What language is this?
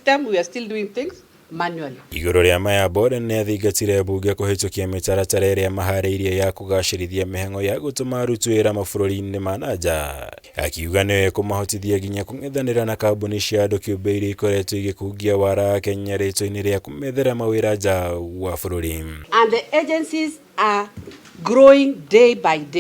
Kikuyu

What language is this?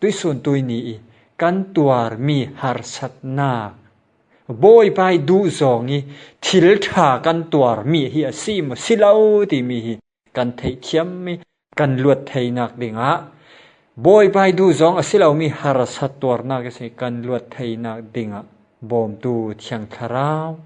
Falam Chin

